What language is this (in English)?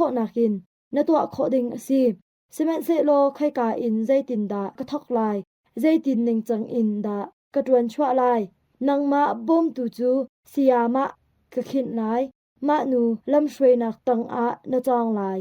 Hakha Chin